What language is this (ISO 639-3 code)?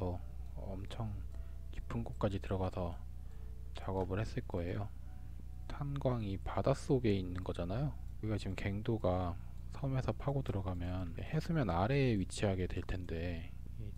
kor